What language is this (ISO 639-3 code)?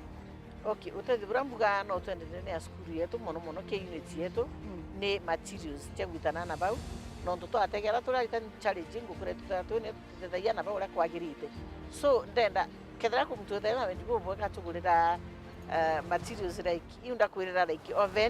mer